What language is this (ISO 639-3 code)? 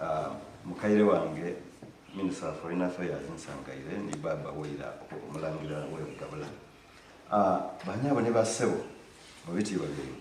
xog